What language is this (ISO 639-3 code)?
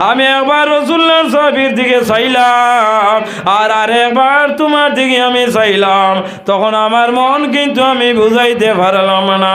syl